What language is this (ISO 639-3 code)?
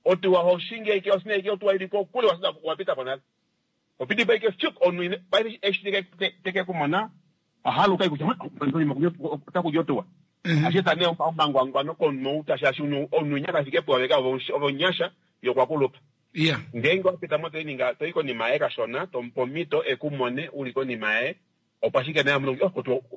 kua